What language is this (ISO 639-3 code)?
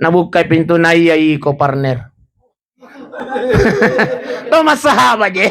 bug